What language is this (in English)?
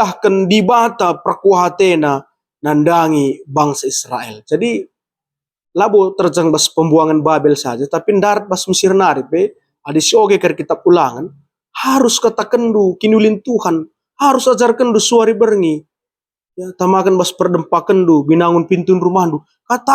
Batak Karo